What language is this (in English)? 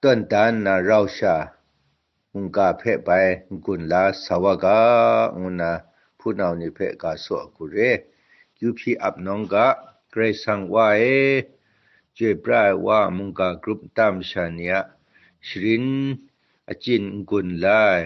Kachin